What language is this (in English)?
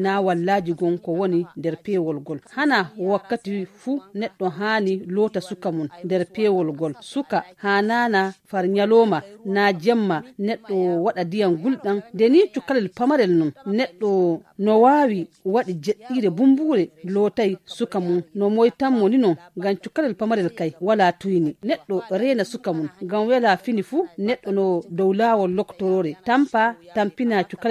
Nigerian Fulfulde